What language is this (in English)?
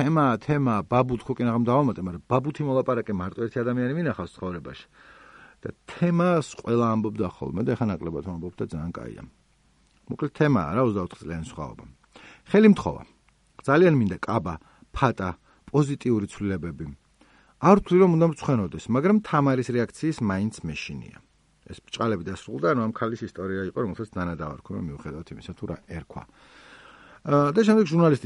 Georgian